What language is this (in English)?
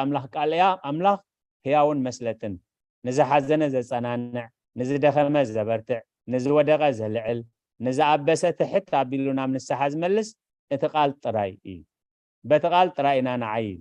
Tigrinya